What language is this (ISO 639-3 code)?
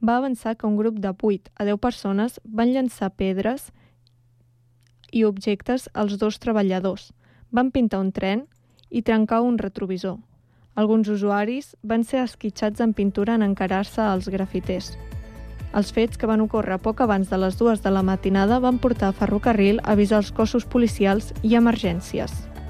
cat